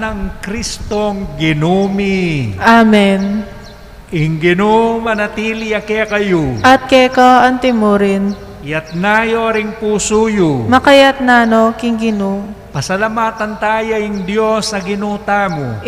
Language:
Pampanga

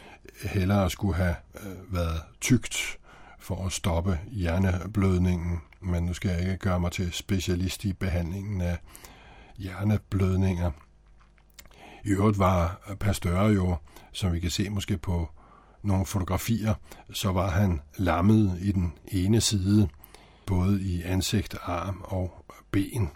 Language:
Danish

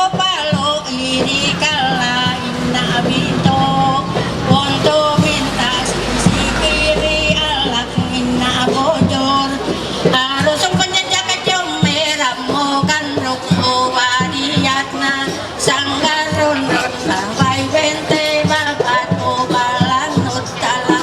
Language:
Ma'anyan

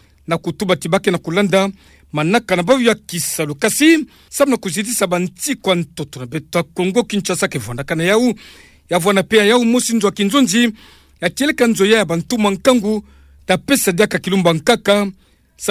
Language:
Kituba (Democratic Republic of Congo)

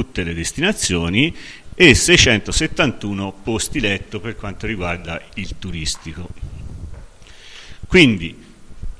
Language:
Italian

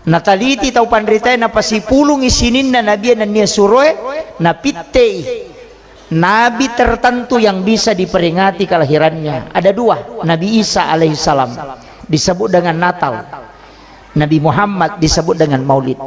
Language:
Buginese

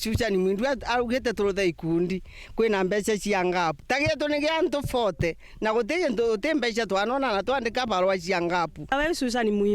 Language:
Meru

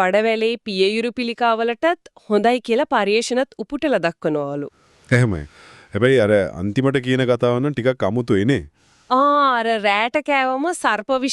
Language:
Sinhala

